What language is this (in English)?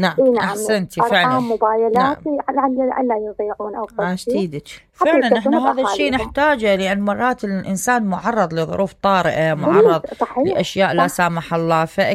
Mesopotamian Arabic